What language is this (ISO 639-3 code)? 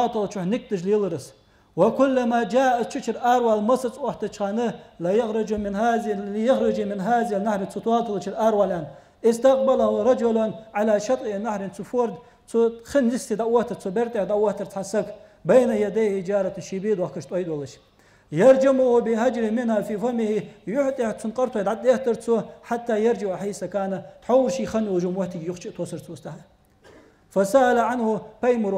inh